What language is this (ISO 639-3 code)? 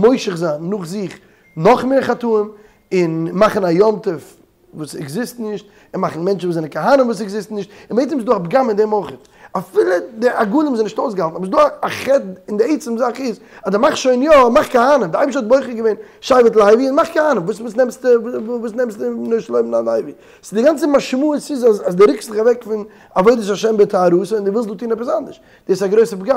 yid